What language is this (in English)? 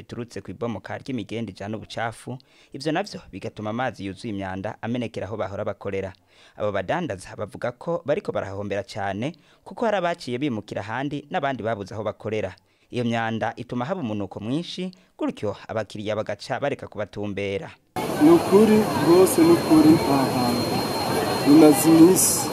Rundi